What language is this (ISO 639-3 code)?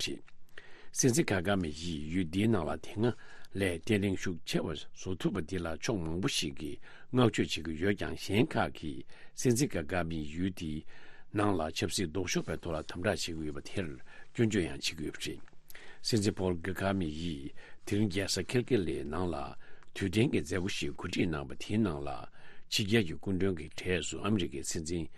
bod